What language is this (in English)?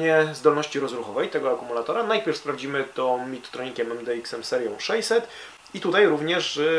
Polish